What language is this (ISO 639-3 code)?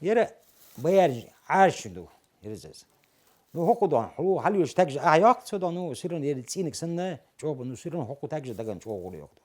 che